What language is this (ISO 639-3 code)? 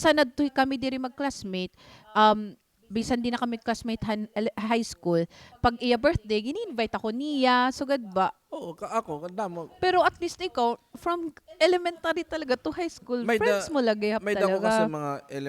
war